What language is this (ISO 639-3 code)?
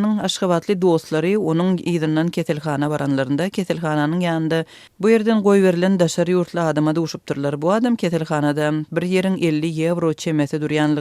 tuk